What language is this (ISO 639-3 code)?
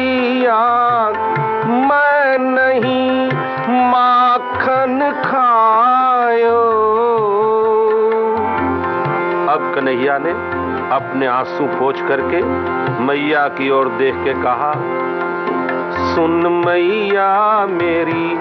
hin